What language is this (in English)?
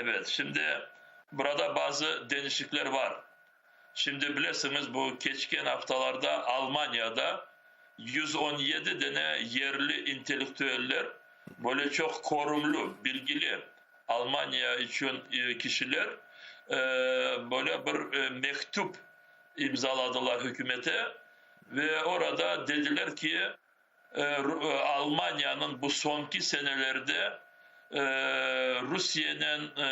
Crimean Tatar